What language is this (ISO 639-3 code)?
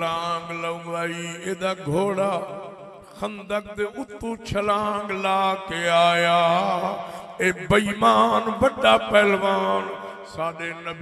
skr